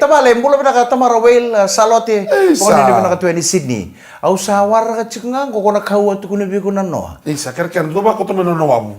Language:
Fijian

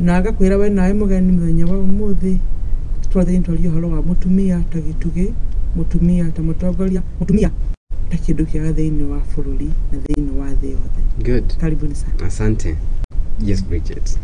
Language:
Kikuyu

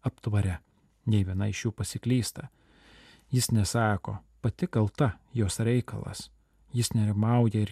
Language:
Lithuanian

